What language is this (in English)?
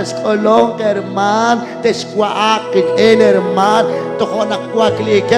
Kekchí